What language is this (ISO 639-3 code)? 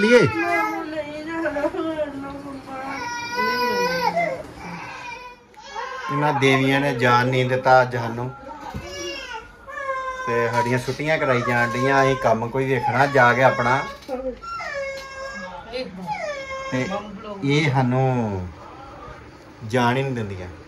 pan